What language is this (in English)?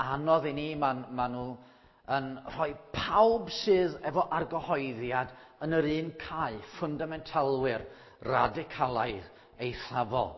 Welsh